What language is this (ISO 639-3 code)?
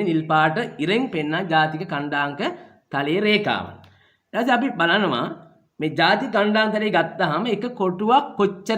sin